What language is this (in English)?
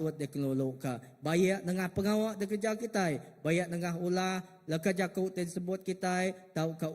Iban